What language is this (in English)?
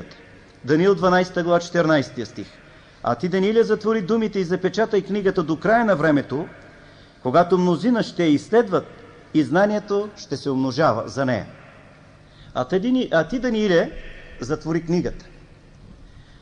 Bulgarian